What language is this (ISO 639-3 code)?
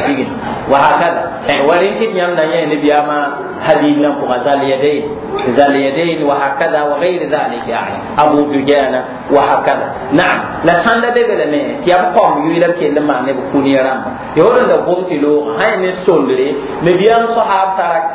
mos